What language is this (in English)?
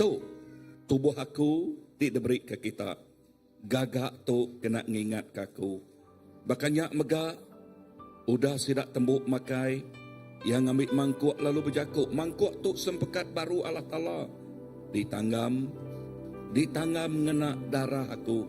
Iban